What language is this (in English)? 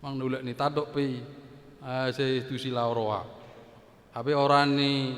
Batak Toba